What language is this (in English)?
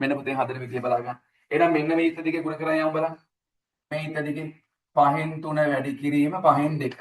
Sinhala